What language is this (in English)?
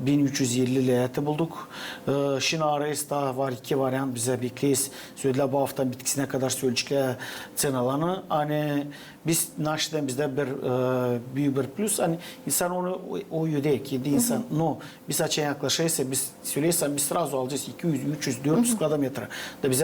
Gagauz